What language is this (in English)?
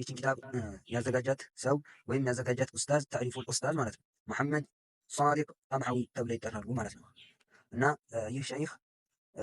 Amharic